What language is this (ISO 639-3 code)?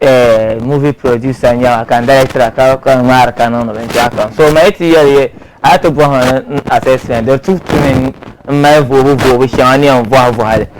dag